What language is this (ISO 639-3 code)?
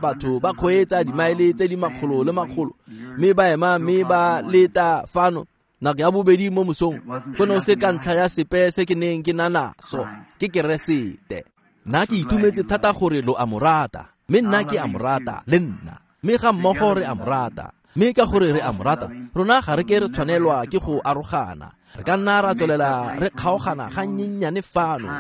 tsn